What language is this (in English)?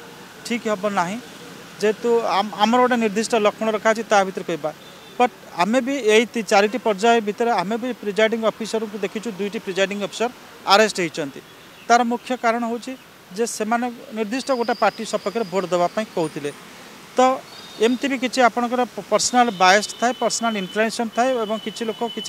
Odia